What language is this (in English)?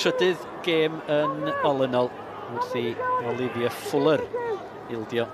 Welsh